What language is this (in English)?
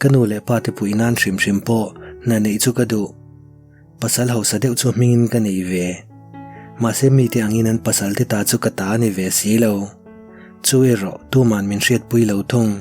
Mizo